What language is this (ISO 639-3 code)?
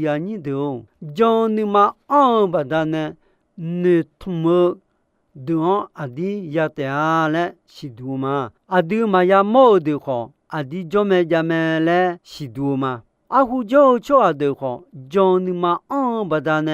ahk